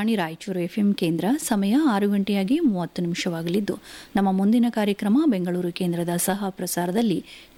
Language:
Kannada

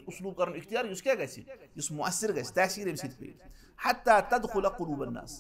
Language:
Kashmiri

